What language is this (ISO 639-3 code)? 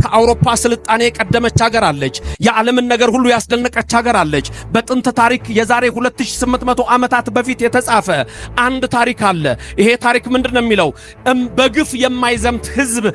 amh